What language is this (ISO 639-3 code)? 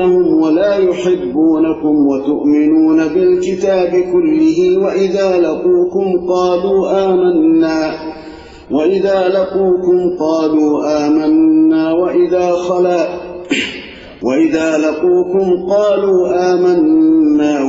ara